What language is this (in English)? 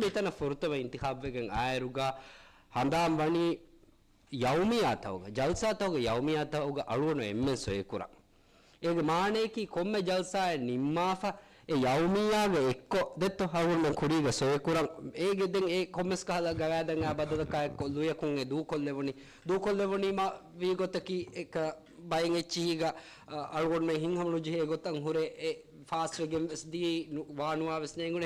Divehi